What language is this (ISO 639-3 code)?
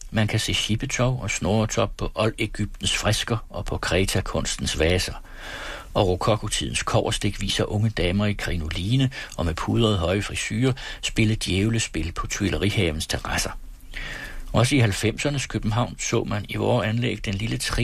dan